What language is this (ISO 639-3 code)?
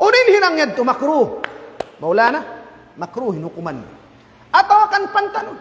tsg